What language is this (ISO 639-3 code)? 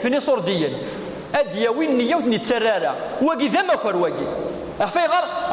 kab